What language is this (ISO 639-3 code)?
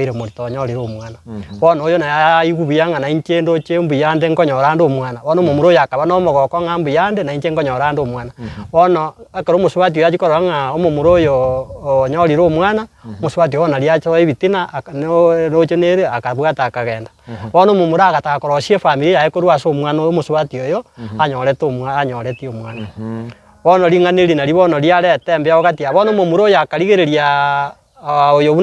guz